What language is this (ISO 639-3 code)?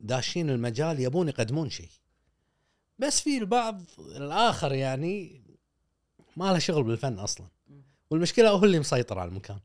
afb